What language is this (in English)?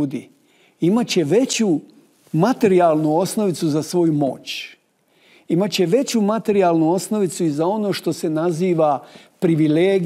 Bosnian